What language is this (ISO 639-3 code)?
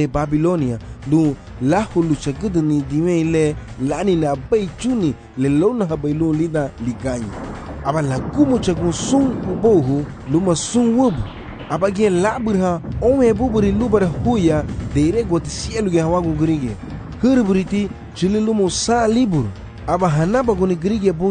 cab